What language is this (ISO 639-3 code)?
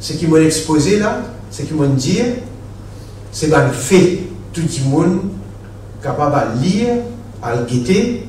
mfe